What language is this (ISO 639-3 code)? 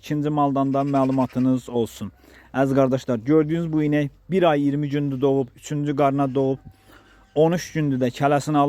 aze